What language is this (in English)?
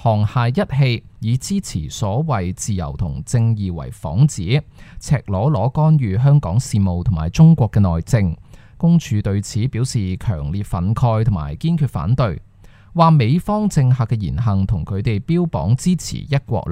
Cantonese